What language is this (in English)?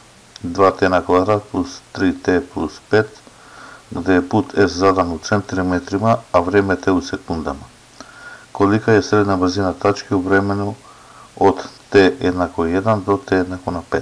Macedonian